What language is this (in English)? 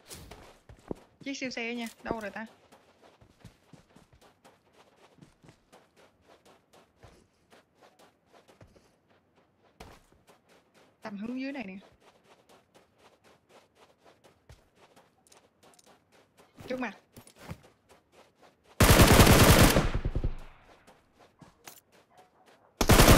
Vietnamese